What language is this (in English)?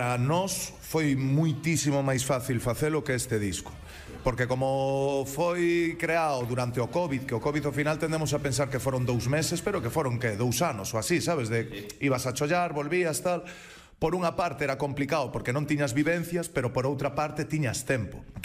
Galician